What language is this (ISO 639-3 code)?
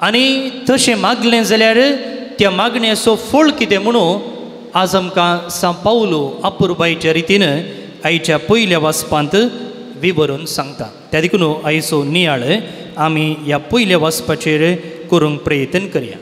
kok